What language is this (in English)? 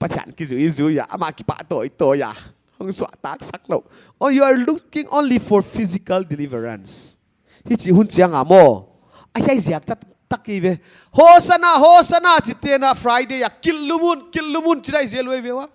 Paite Chin